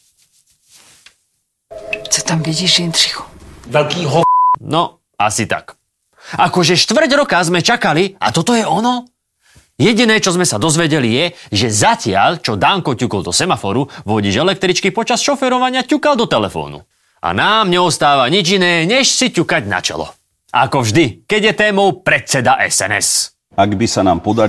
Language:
Slovak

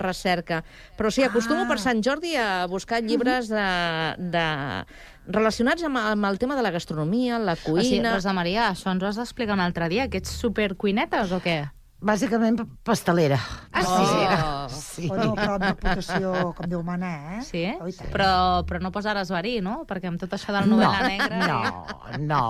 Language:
Catalan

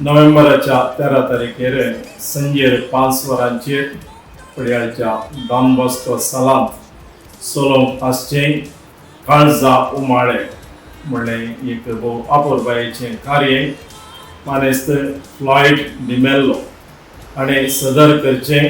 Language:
Konkani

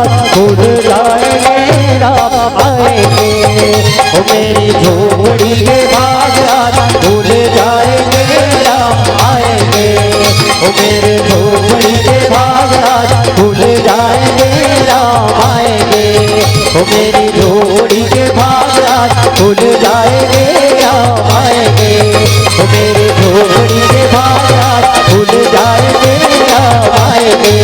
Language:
Chhattisgarhi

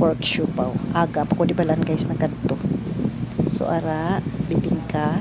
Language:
Hiligaynon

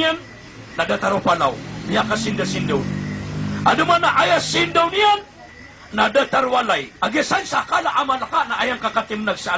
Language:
Maranao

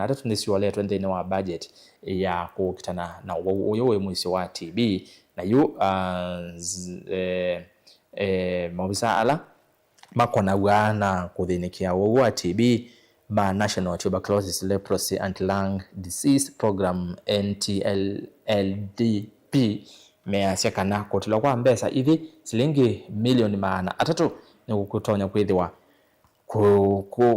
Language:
Kamba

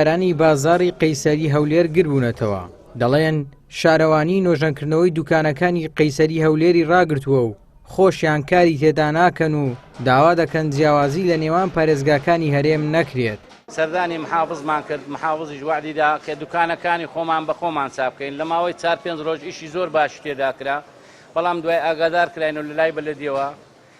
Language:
Central Kurdish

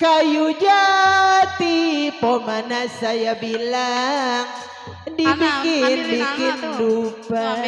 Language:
Betawi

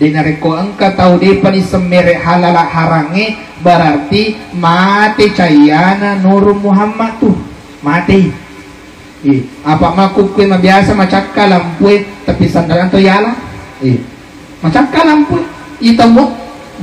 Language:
Buginese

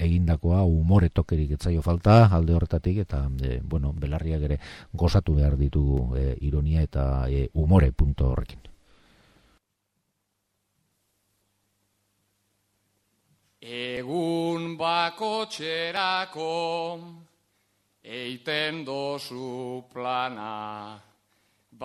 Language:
Basque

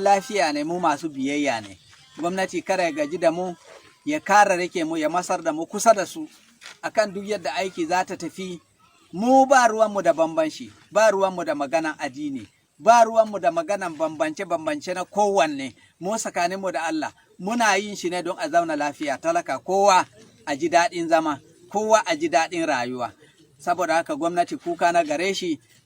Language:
Hausa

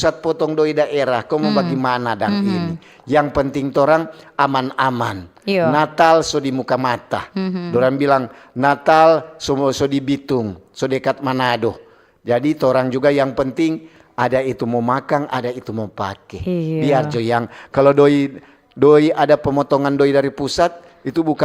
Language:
Manado Malay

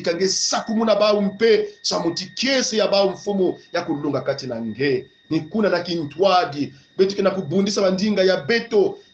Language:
Kongo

